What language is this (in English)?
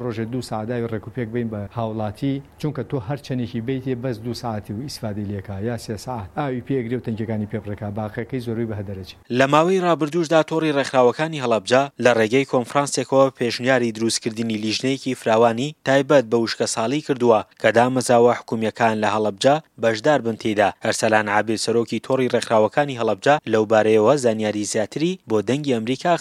Central Kurdish